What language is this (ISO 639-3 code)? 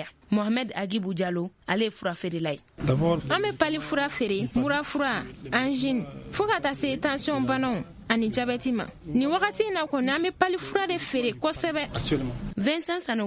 bam